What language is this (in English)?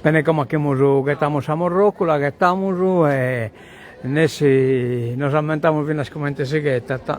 Sardinian